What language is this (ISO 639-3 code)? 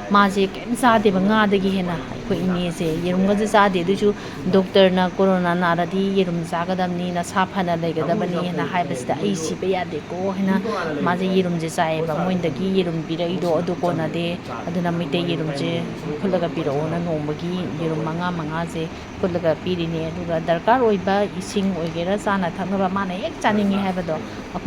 mni